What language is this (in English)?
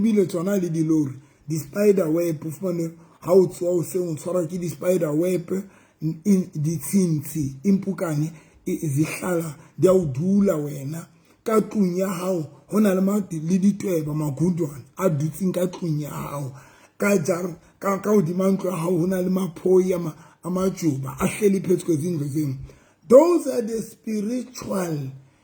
Southern Sotho